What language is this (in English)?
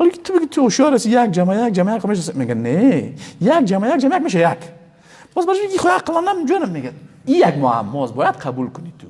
Persian